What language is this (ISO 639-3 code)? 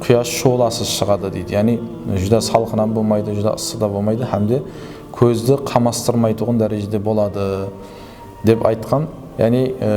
kaa